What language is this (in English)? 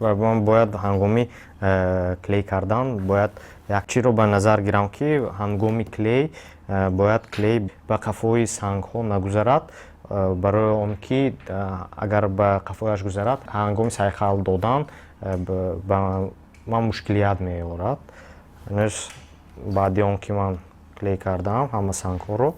Tajik